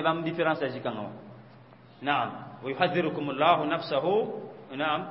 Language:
Mossi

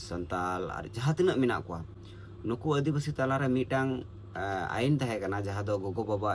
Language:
Santali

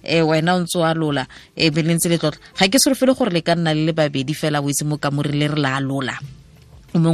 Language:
Tswana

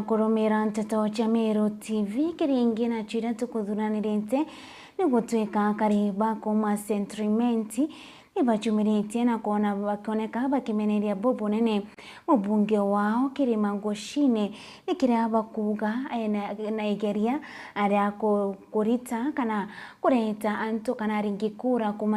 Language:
Meru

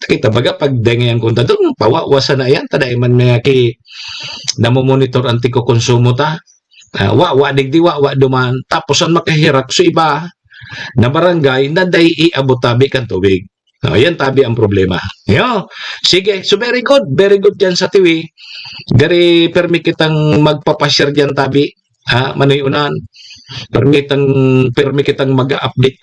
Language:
Bikol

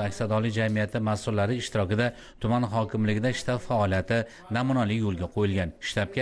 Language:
Uzbek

